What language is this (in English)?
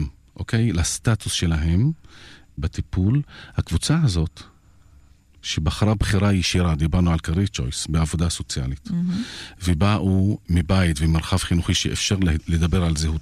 Hebrew